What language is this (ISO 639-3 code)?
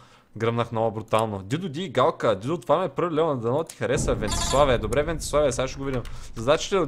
bul